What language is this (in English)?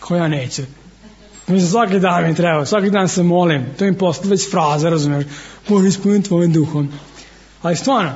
Serbian